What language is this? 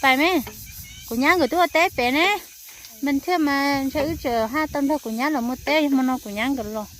Hmong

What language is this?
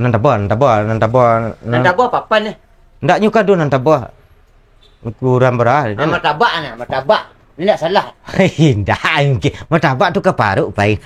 Minangkabau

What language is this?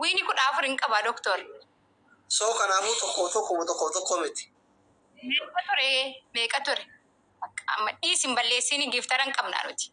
Oromo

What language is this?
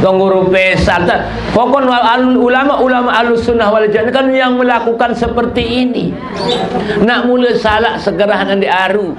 Sasak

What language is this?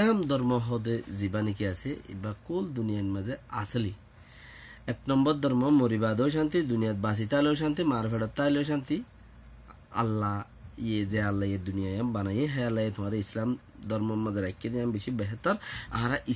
Rohingya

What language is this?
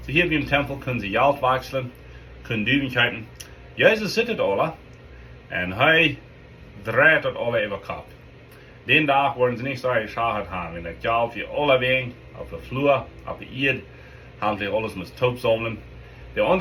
Plautdietsch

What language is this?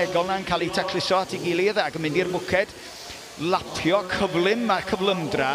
Welsh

